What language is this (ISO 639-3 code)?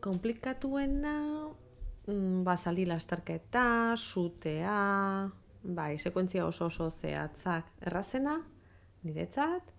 eus